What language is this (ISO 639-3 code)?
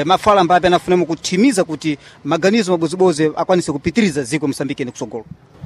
seh